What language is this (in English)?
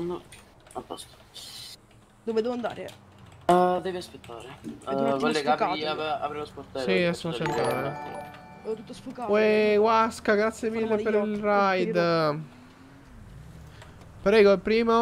Italian